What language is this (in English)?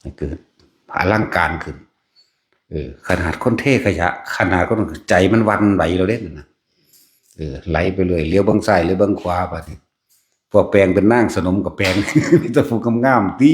Northeastern Thai